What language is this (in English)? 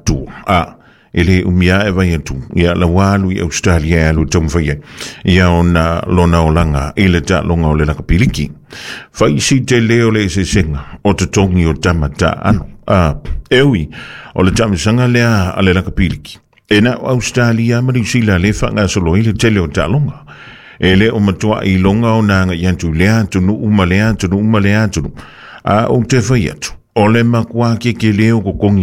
Samoan